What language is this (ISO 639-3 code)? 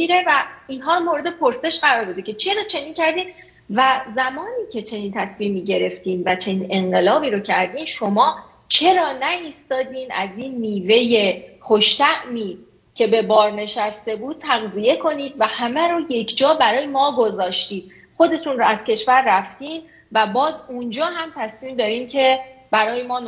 fas